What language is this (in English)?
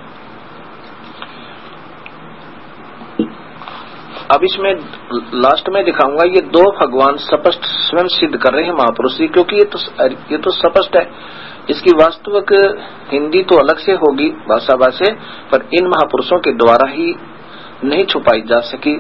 Hindi